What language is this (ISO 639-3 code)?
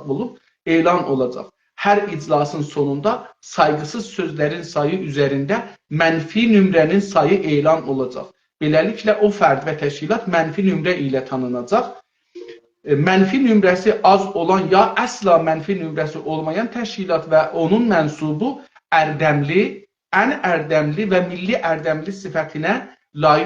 azb